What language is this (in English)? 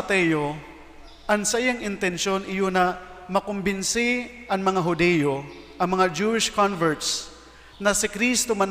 Bikol